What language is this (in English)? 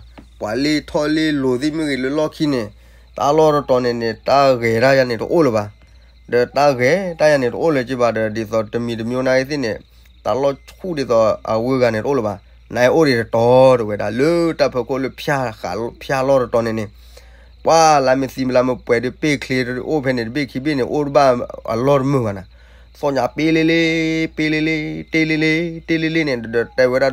S'gaw Karen